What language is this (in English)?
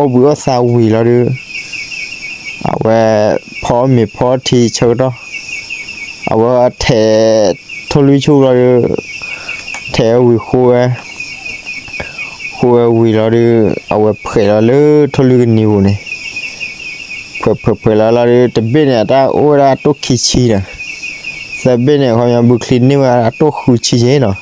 S'gaw Karen